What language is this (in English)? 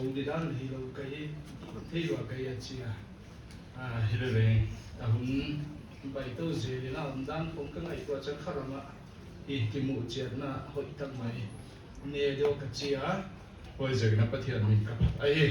Paite Chin